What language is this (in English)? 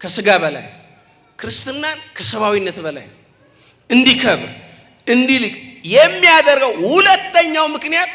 Amharic